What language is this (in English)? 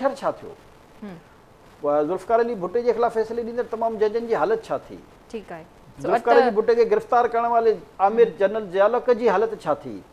Sindhi